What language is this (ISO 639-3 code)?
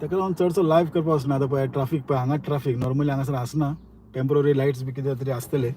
kok